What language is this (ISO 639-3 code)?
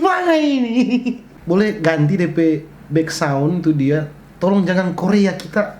xmm